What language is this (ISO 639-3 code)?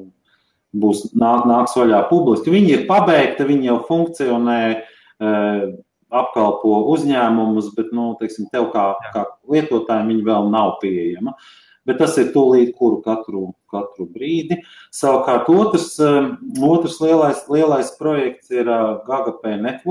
lav